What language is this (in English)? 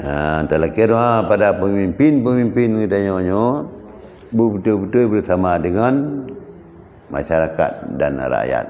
Achinese